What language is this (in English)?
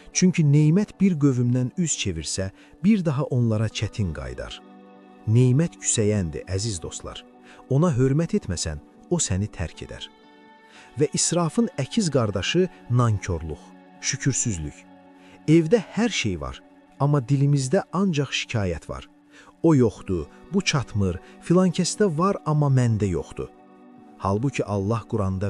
Azerbaijani